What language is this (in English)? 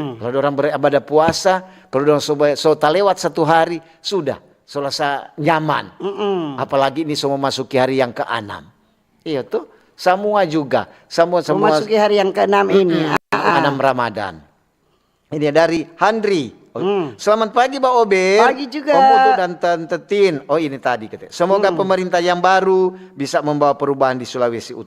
Manado Malay